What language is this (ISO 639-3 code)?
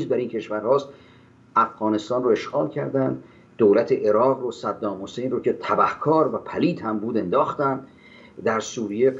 fas